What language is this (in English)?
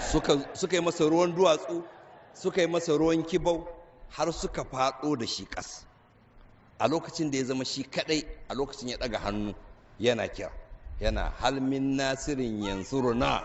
Hausa